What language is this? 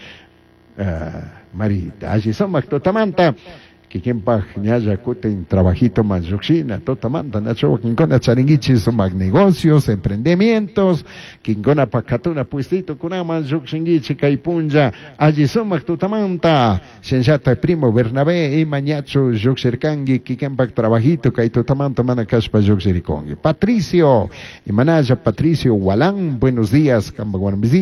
Chimborazo Highland Quichua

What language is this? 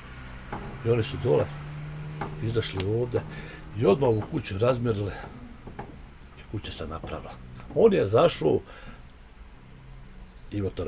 Bosnian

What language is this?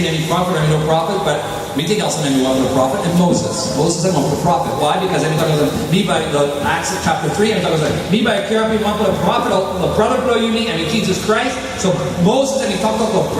Tok Pisin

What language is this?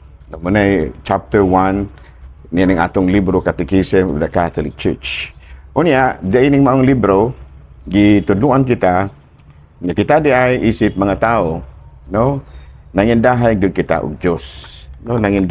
Cebuano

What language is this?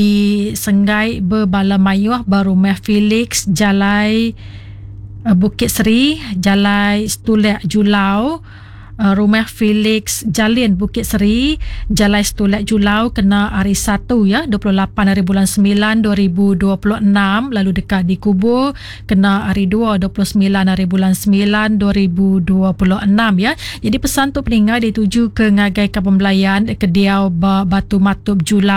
Iban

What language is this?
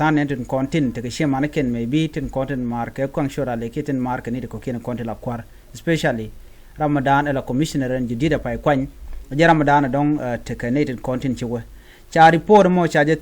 Nuer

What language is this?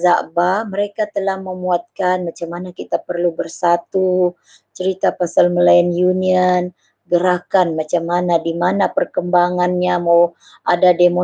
Malay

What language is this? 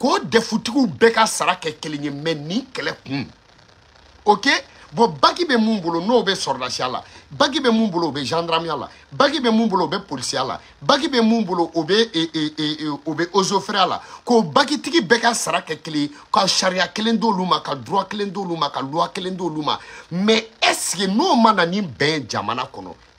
Bambara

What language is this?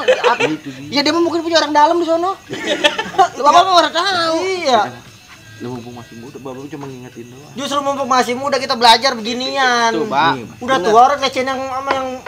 Betawi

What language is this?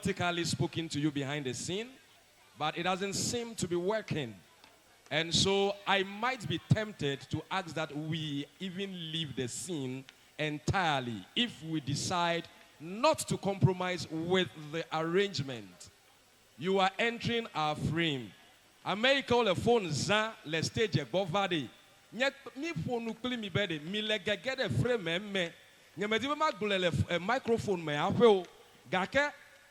Ewe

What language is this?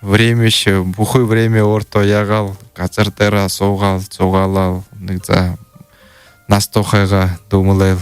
Buriat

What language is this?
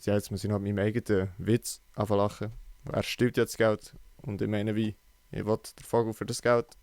Swiss German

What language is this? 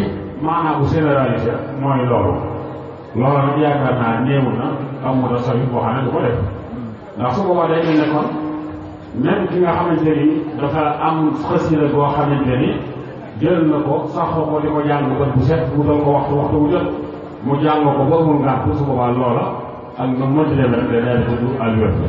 Wolof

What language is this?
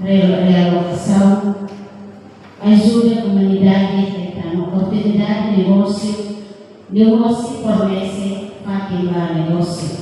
Tetum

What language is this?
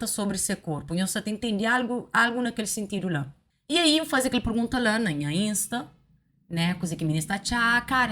Kabuverdianu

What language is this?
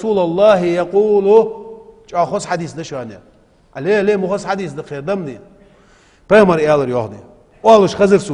Ingush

